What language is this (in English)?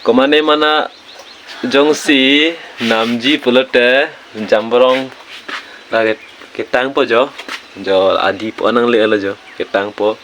Karbi